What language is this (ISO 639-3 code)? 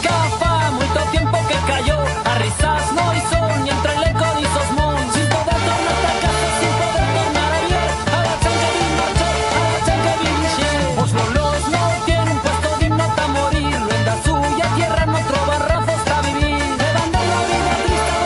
arg